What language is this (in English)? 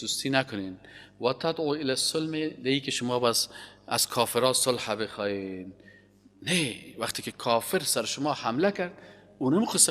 Persian